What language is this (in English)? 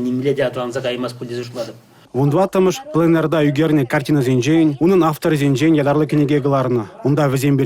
Chuvash